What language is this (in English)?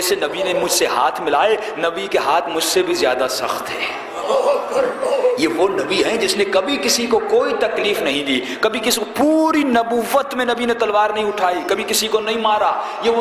Urdu